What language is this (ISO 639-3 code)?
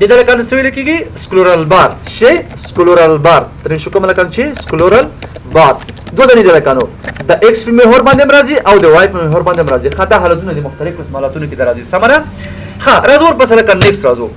pus